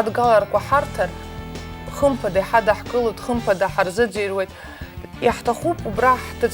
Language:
Abkhazian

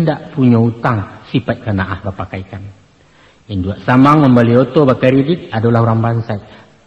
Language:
Minangkabau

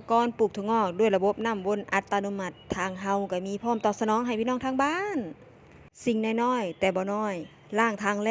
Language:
Northeastern Thai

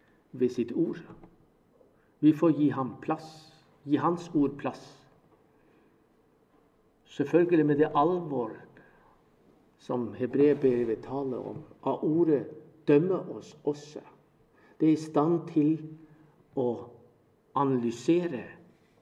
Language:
Norwegian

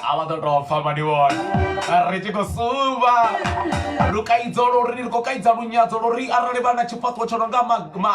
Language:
Venda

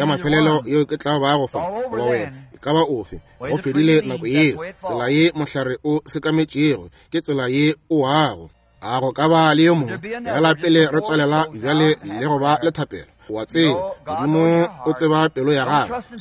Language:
Northern Sotho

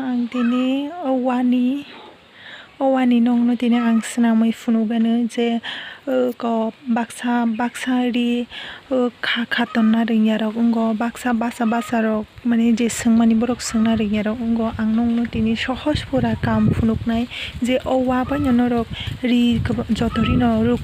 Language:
Kok Borok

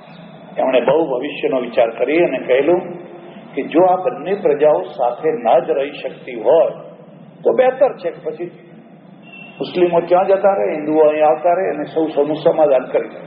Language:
Gujarati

